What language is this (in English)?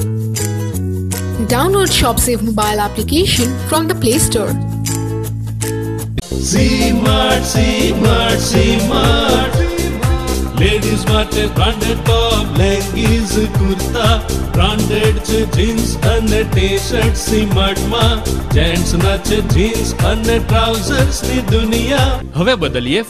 Gujarati